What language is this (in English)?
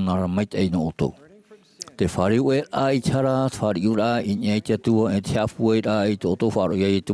Tahitian